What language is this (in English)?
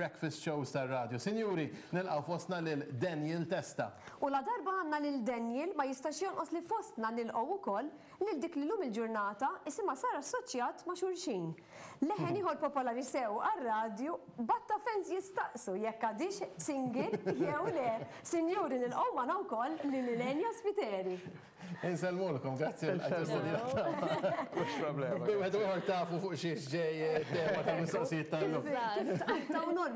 Maltese